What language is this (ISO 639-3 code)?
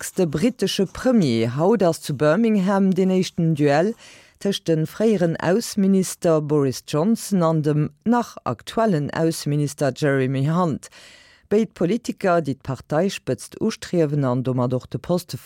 ltz